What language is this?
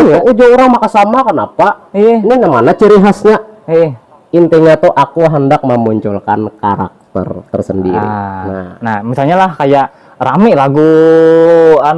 Banjar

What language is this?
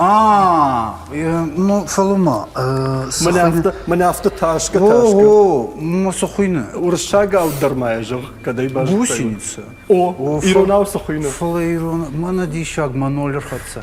Ossetic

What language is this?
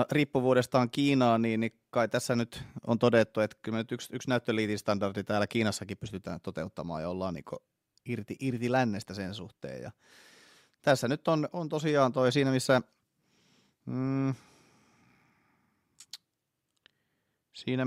Finnish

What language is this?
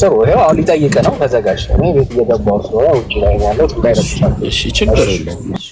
Amharic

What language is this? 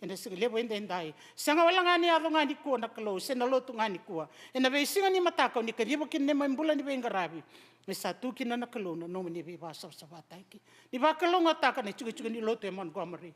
Fijian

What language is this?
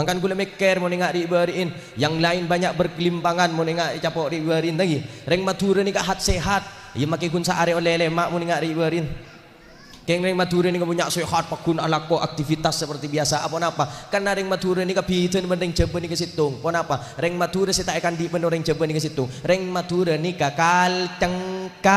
Madurese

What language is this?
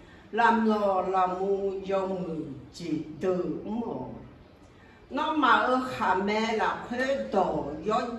Akha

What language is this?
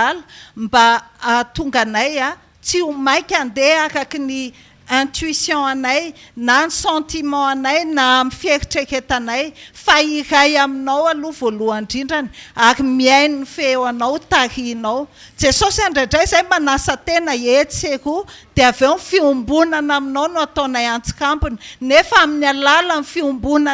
Malagasy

